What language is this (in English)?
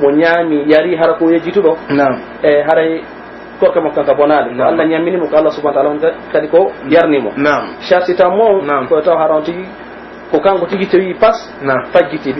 Pular